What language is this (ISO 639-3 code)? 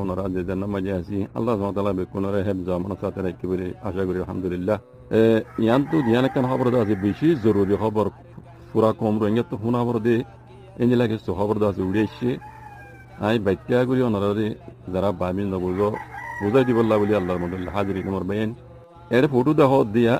rhg